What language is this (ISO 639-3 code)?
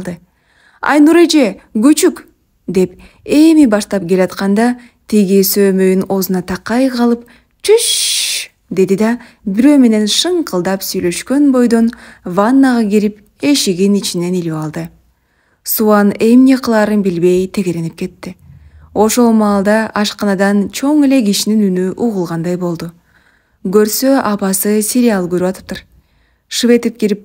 kir